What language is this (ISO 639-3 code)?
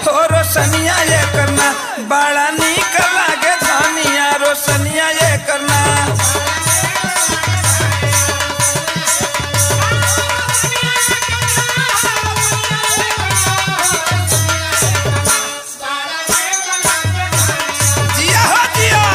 bho